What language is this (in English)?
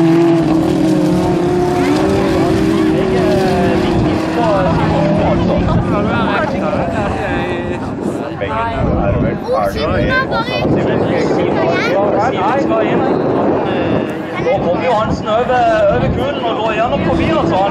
Norwegian